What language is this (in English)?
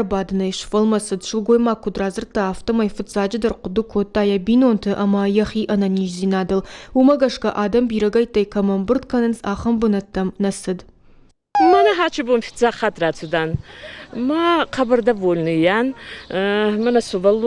Ossetic